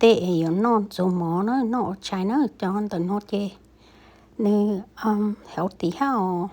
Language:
Hmong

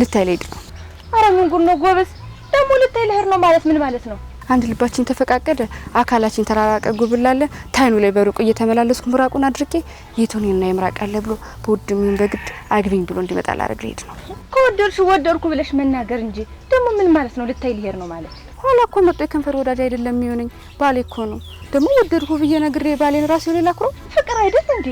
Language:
Amharic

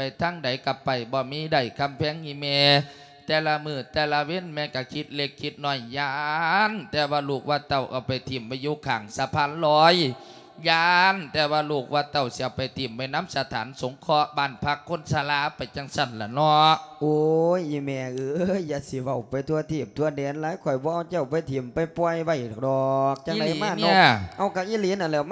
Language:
Lao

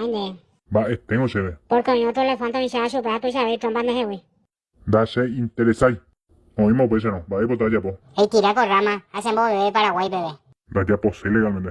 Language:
Guarani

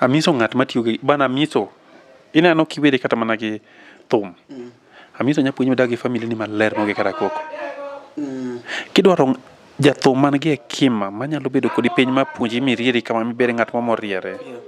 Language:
Luo (Kenya and Tanzania)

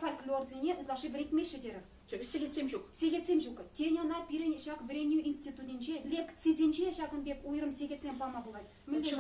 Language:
Chuvash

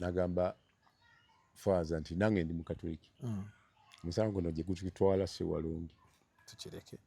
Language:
Ganda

